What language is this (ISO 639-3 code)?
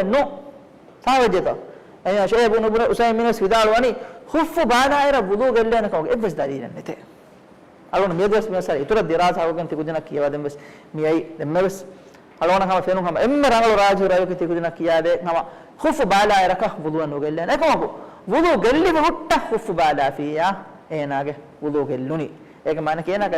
div